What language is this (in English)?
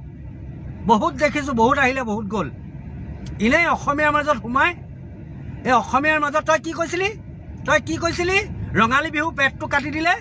Assamese